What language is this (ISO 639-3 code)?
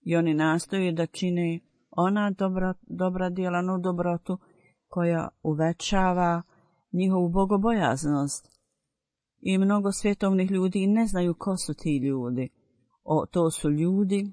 bos